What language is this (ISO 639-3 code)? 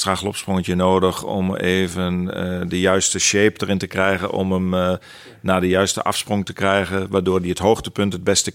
nld